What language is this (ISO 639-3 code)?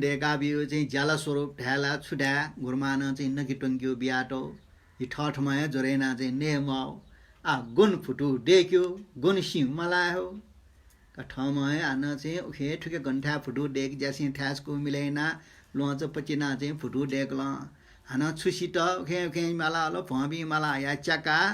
new